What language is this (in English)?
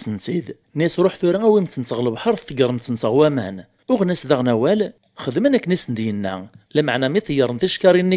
Kabyle